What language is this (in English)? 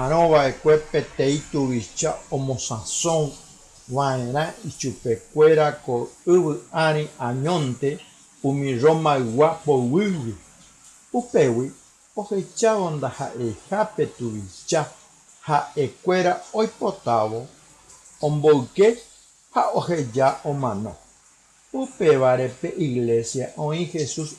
Guarani